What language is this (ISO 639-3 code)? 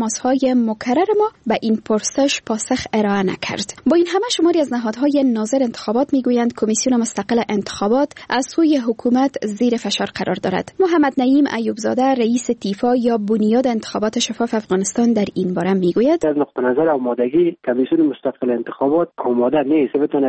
fas